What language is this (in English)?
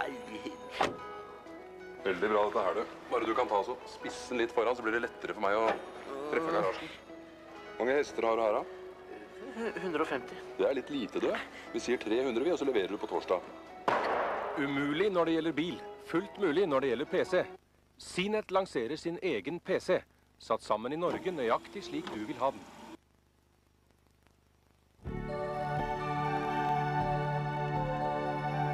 Norwegian